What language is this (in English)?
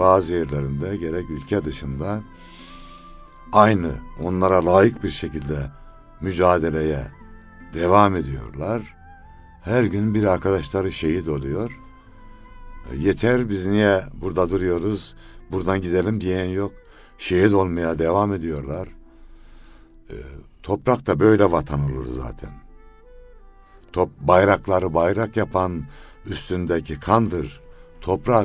Turkish